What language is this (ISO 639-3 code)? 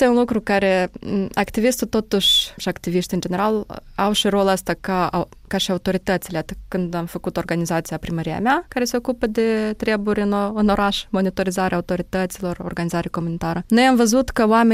ron